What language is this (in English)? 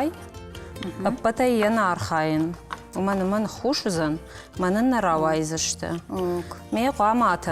Ossetic